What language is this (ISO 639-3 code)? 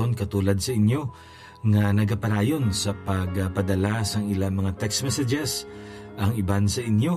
hil